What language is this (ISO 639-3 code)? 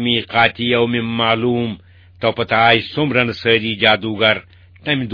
kas